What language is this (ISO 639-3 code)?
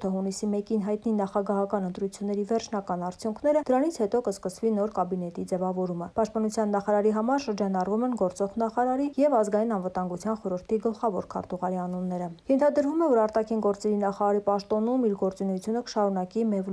hye